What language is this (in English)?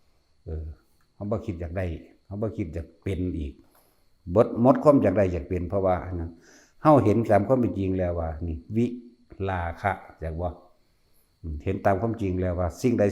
Northeastern Thai